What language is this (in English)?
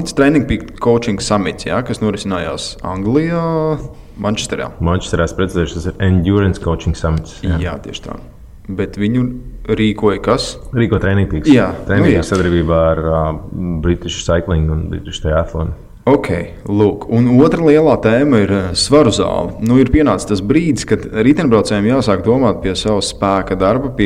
Latvian